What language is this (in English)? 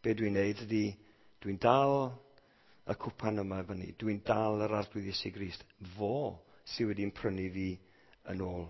Welsh